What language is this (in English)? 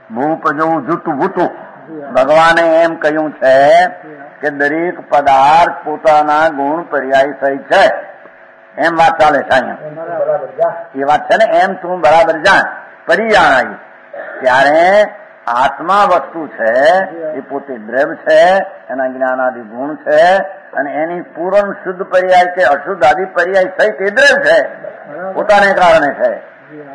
Gujarati